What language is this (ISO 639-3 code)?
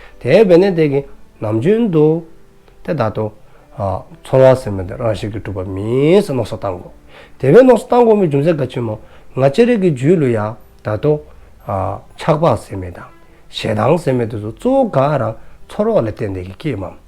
dzo